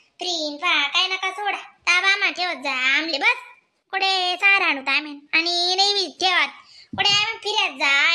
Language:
Khandesi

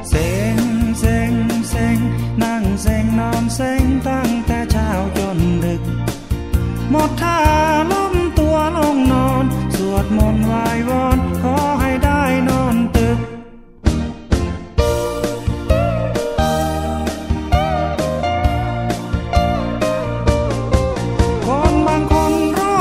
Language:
Thai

